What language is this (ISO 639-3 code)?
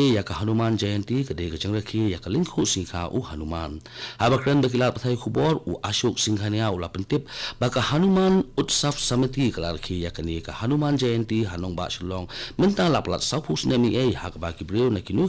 kha